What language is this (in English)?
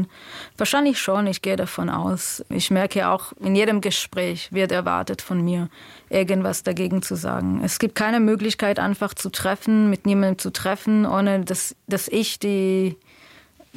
German